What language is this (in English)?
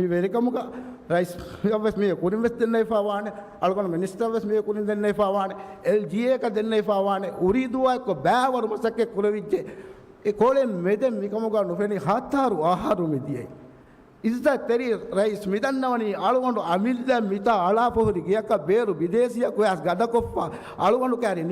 Divehi